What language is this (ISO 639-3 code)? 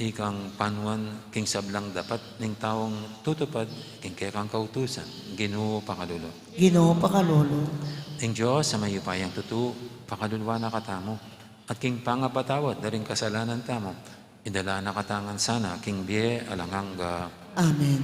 pam